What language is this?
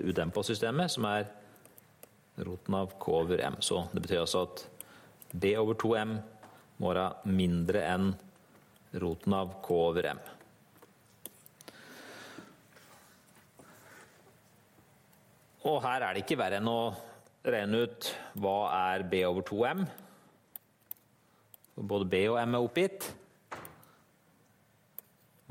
Norwegian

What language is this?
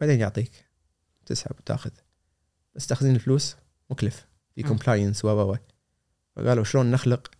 Gulf Arabic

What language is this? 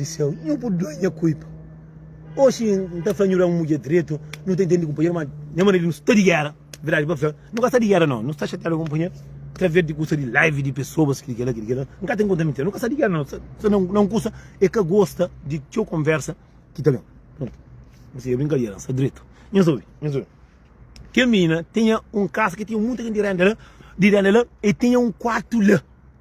Kabuverdianu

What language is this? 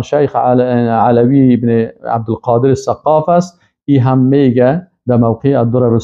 Persian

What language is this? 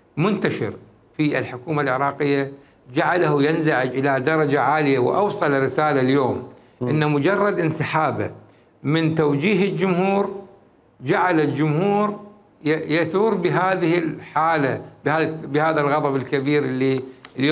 Mesopotamian Arabic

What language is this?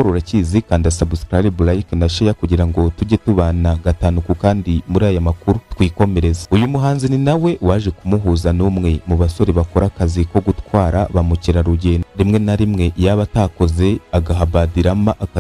Kinyarwanda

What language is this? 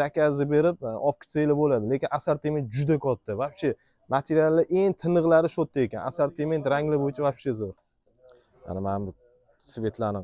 Uzbek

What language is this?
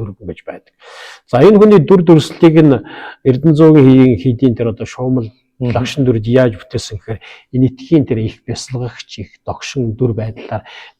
Mongolian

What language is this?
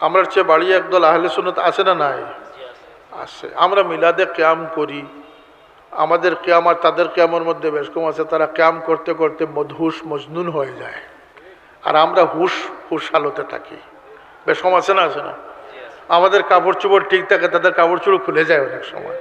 Sylheti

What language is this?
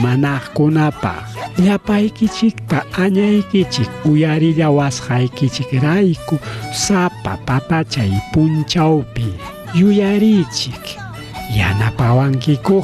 Ayacucho Quechua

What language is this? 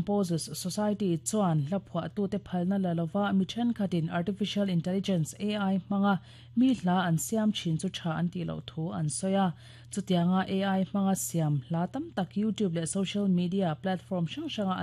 Mizo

